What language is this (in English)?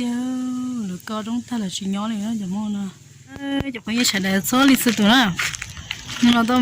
Hmong